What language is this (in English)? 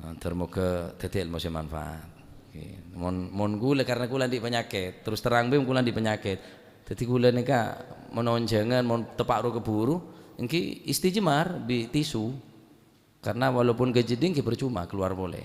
Madurese